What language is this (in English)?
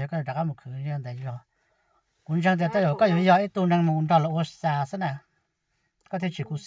Hmong